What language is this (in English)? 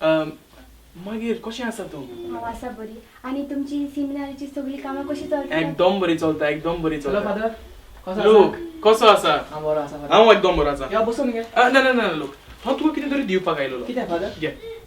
Konkani